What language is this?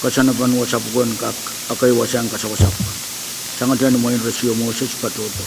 Pohnpeian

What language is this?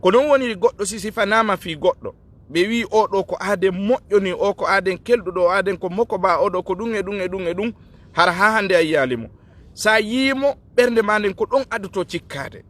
Fula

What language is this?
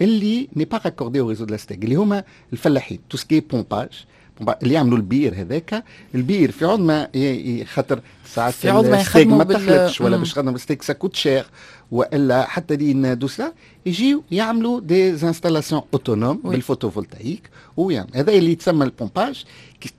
Tunisian Arabic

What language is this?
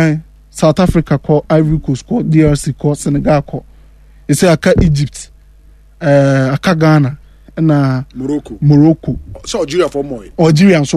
Akan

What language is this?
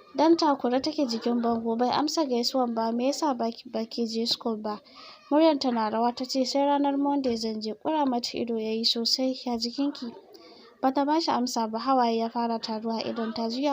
Hausa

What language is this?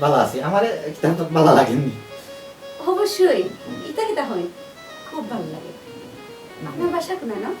Sylheti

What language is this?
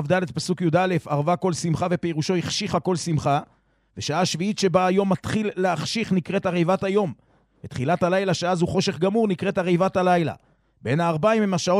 Hebrew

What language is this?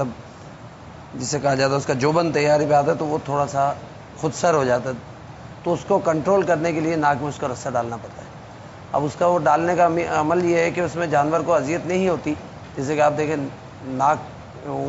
Urdu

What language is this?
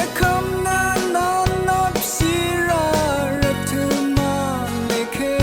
Rawang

